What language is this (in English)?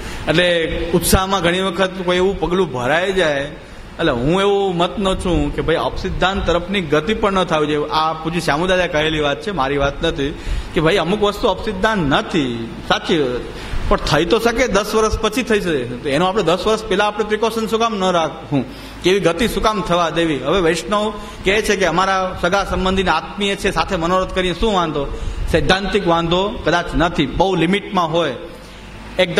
Gujarati